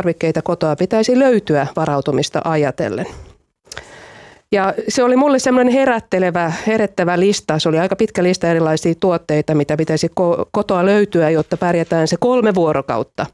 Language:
Finnish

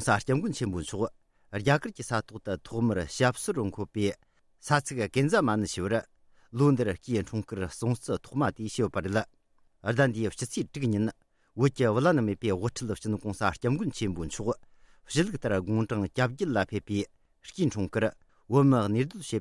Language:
Tibetan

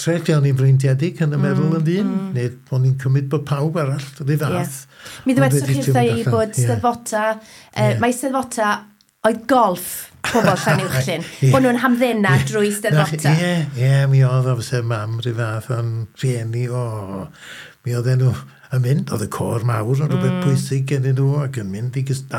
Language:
Welsh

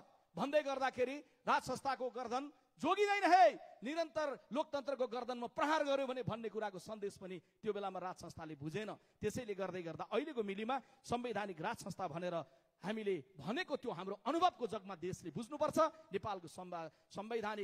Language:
Nepali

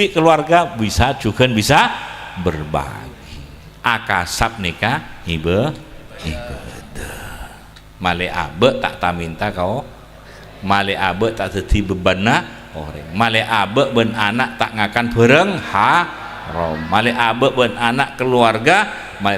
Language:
Madurese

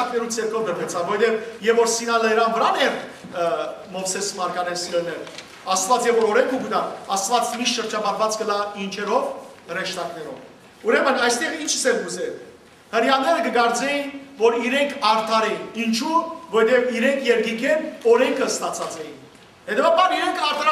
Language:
Western Armenian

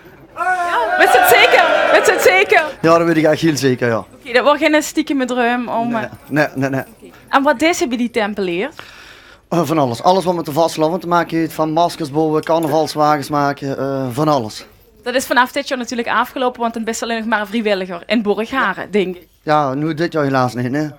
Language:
Limburgish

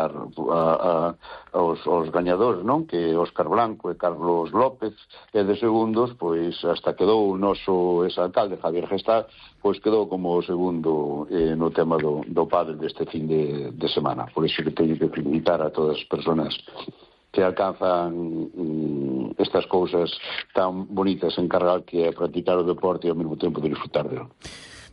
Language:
Galician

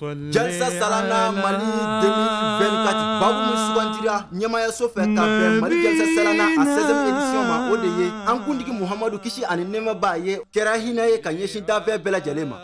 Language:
Bambara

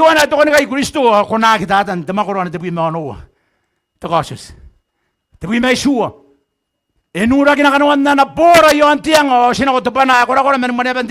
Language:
Gilbertese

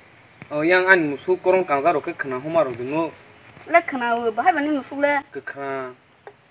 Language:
Kok Borok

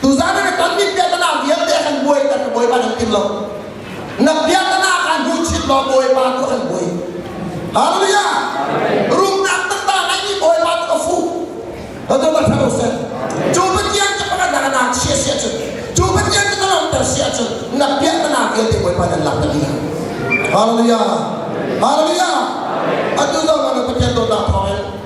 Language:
Hakha Chin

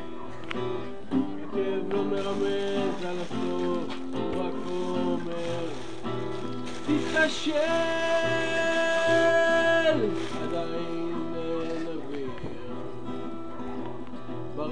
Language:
Hebrew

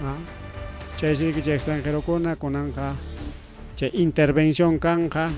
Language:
Ayacucho Quechua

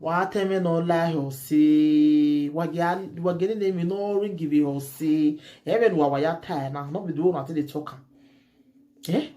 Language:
Nigerian Pidgin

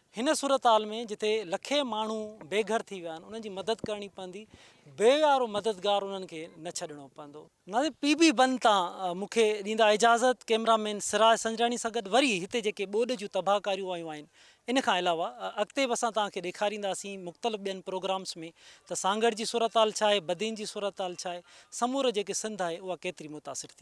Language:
Sindhi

